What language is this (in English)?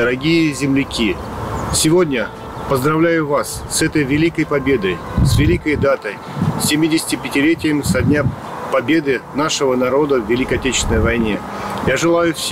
Russian